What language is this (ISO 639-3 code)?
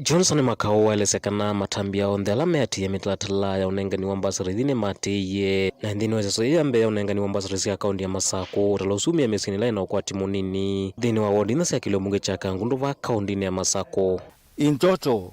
kam